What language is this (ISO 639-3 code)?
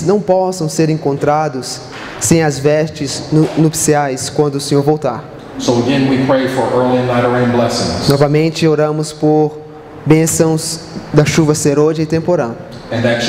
por